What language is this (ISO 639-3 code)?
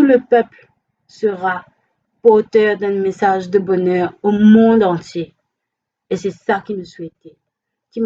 mfe